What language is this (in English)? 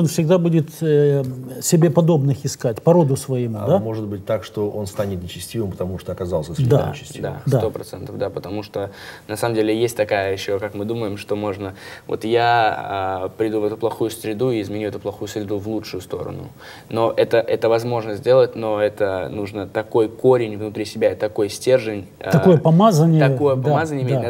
Russian